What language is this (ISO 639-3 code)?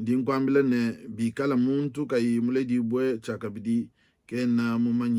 lua